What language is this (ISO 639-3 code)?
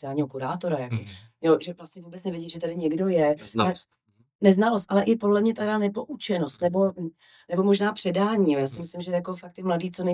ces